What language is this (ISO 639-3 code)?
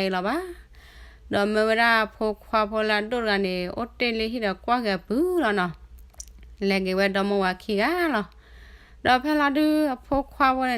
ksw